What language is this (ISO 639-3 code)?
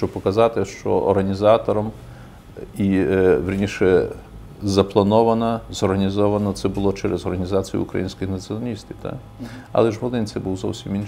ukr